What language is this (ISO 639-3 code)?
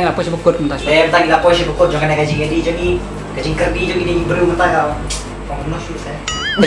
kha